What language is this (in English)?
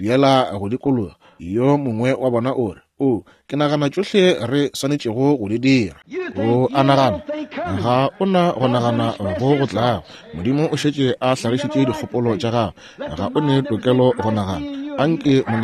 Northern Sotho